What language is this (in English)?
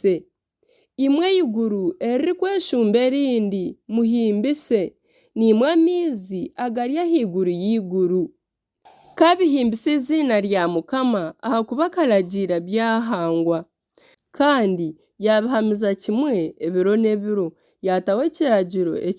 Nyankole